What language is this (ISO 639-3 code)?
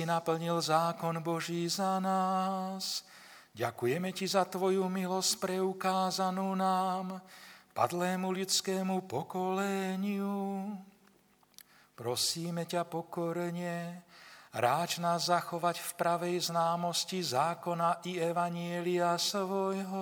slk